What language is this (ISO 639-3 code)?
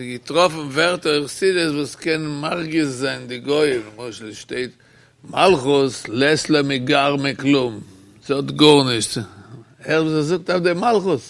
yid